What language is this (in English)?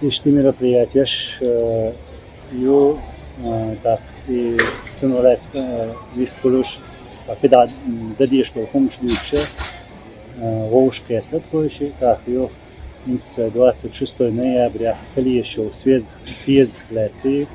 Chechen